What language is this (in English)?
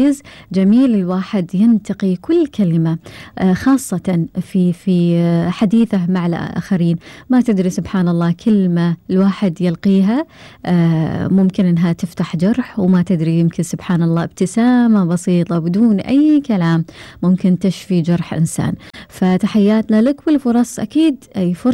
Gulf Arabic